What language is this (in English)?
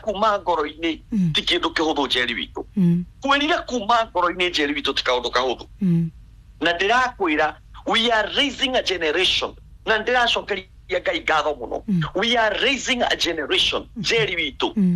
Kikuyu